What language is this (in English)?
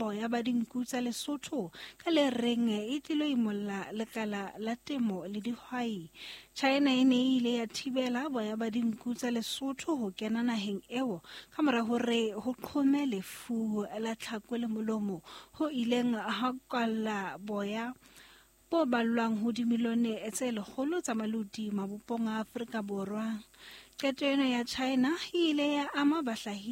Southern Sotho